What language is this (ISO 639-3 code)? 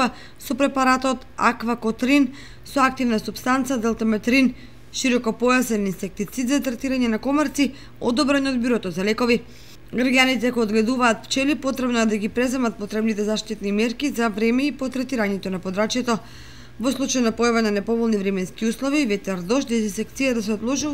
mkd